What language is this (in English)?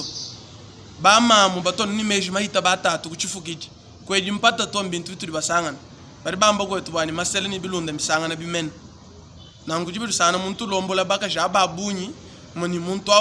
Luba-Lulua